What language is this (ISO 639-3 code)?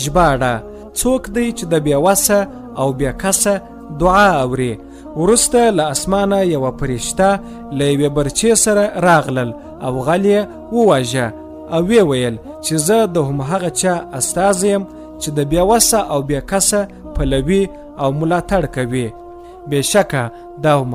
pus